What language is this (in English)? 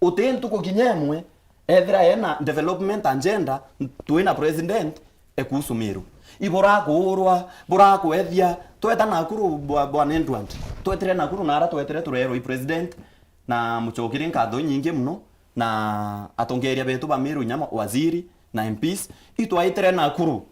Meru